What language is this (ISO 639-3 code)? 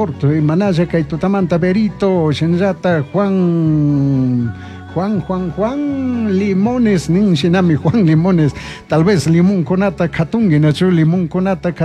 qug